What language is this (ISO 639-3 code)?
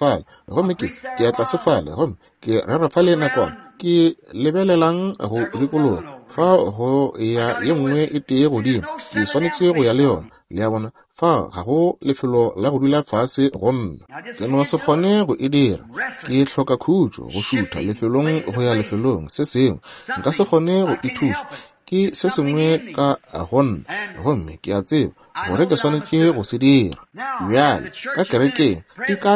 nso